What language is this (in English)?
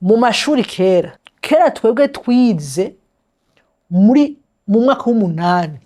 Rundi